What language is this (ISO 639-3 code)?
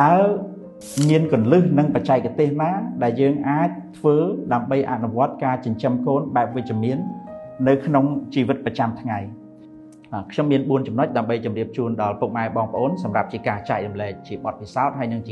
khm